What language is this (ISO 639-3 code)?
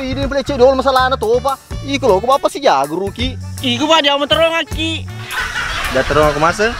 bug